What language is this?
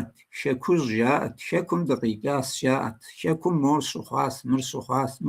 Kabardian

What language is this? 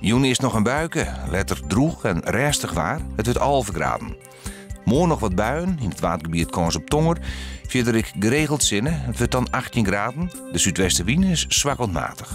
Western Frisian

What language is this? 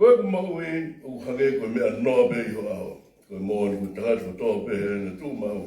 Tongan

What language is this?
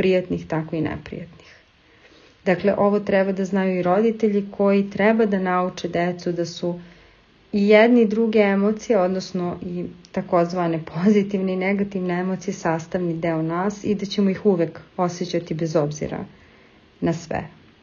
Serbian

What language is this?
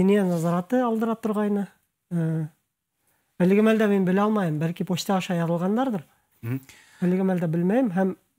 Bashkir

